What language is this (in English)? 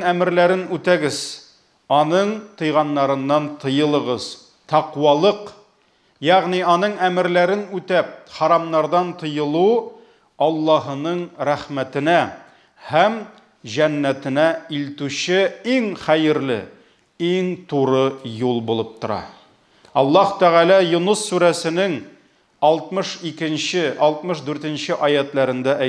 Tatar